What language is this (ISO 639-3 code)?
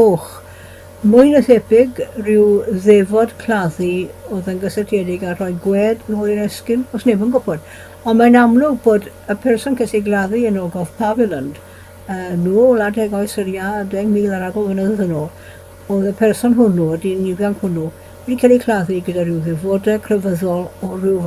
cym